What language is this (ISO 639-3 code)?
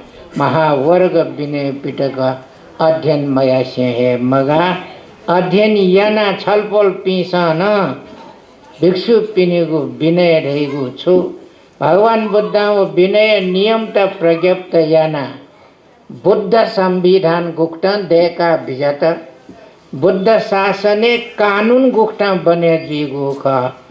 new